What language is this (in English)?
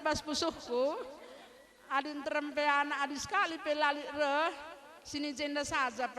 Batak Karo